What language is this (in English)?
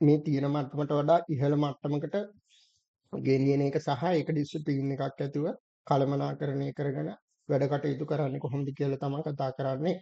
Sinhala